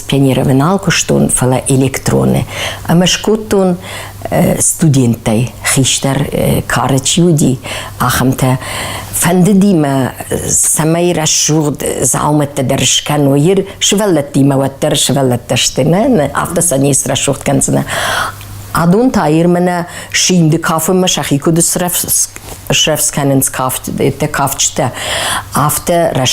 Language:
Ossetic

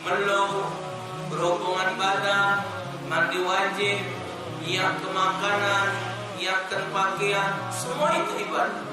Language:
Musi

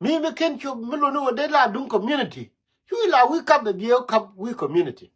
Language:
Nuer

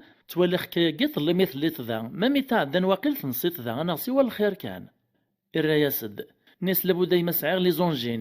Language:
Kabyle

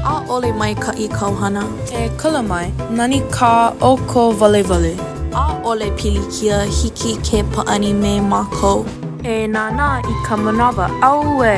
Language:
Hawaiian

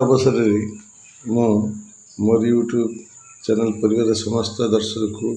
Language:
Odia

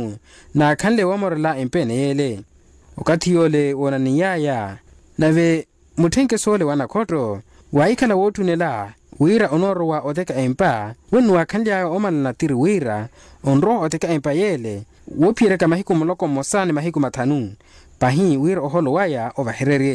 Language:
Makhuwa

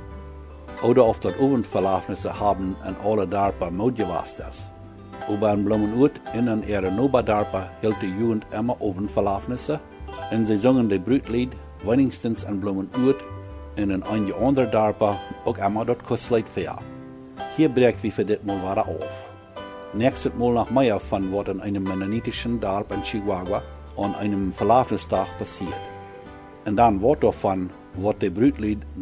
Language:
Plautdietsch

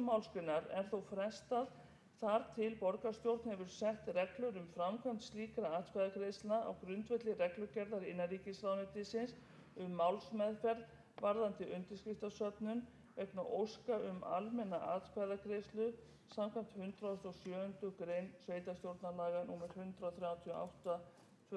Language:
Icelandic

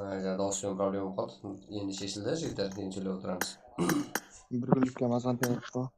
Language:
Kara-Kalpak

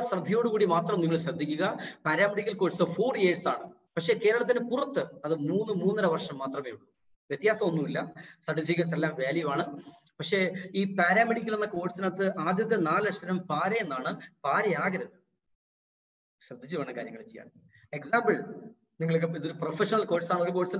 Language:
Malayalam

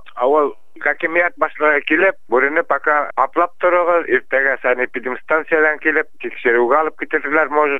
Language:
Tatar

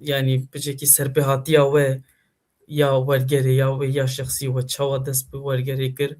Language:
Kurdish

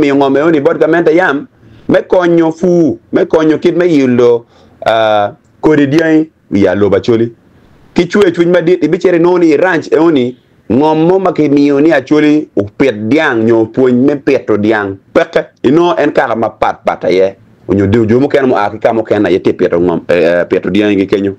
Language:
Acoli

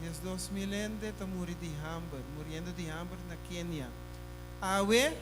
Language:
Papiamento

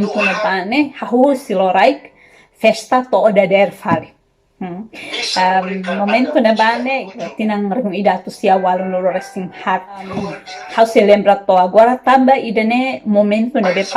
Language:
Tetum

